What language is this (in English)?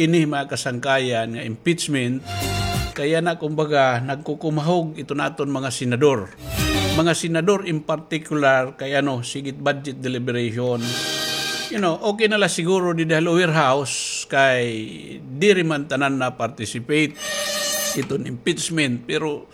Waray